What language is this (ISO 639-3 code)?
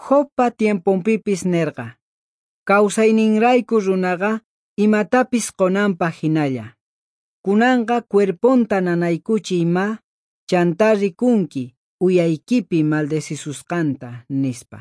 quh